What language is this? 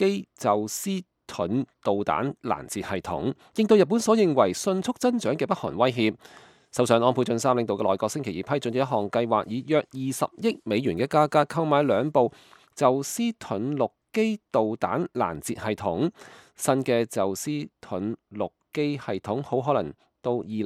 Cantonese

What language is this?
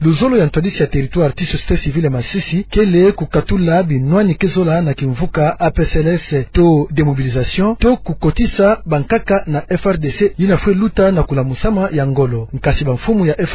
Kituba (Democratic Republic of Congo)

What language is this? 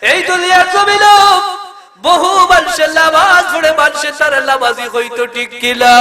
Sylheti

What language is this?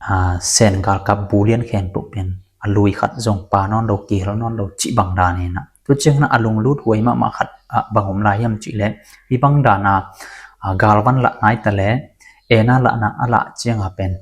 Tedim Chin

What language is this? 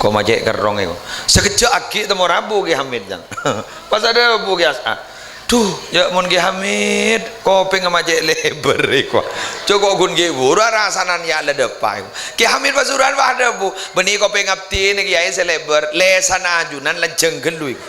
Madurese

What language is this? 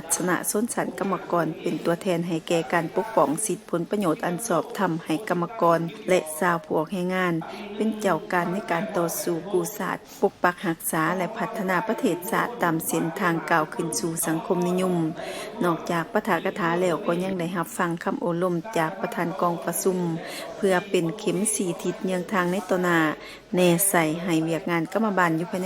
Lao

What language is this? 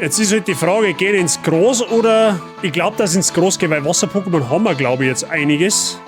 Bavarian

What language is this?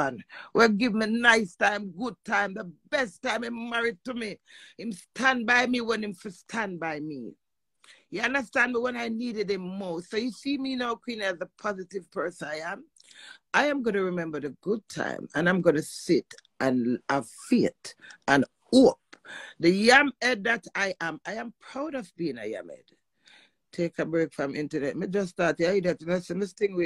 Jamaican Creole English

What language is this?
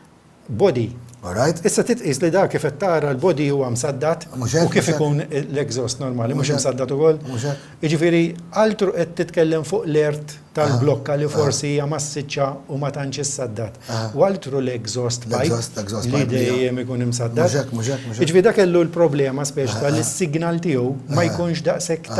Maltese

